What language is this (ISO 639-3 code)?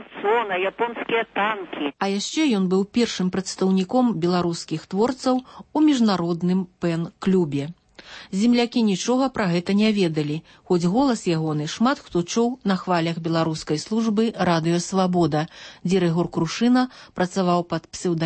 bel